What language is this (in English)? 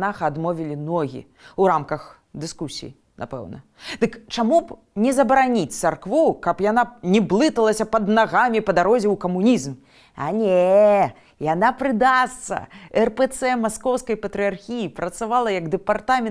Belarusian